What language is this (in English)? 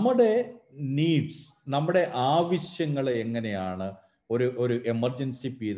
Malayalam